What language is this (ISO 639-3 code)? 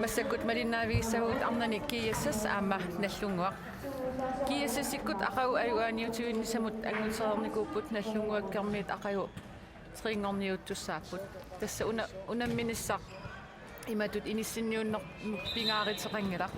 kal